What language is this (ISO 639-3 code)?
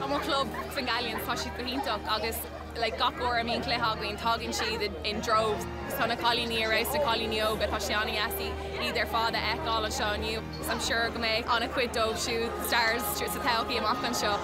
gle